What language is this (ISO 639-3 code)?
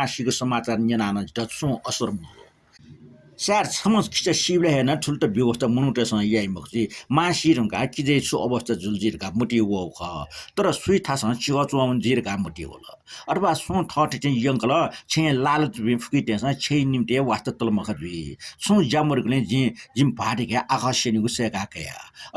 new